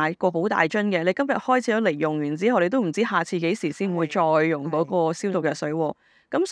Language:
Cantonese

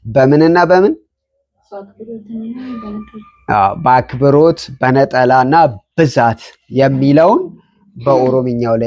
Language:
Amharic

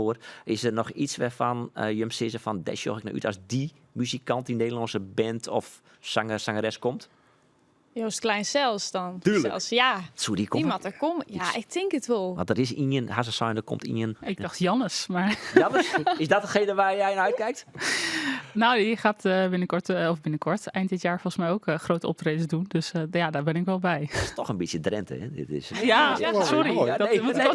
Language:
Western Frisian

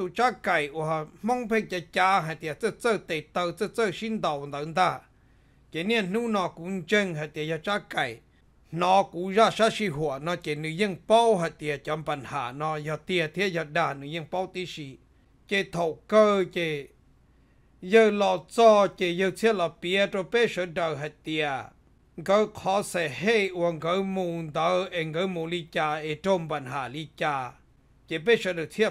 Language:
Vietnamese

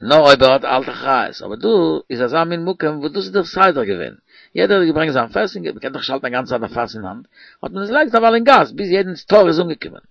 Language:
Yiddish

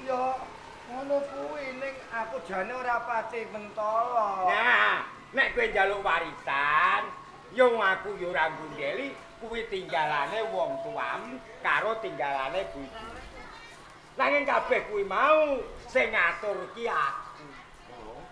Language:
Javanese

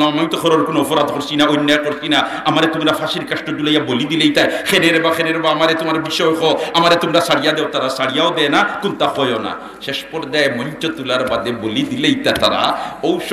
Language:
Sylheti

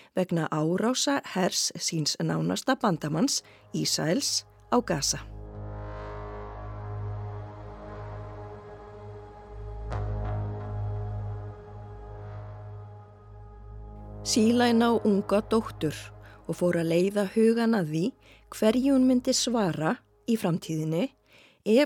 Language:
Icelandic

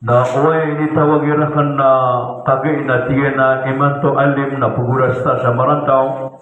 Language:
Maranao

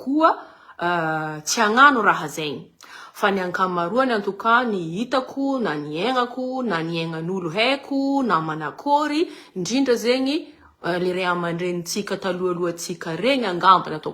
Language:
Malagasy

